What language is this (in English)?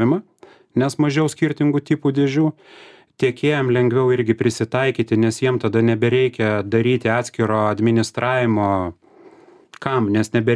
Lithuanian